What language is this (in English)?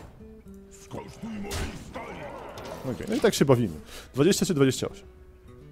Polish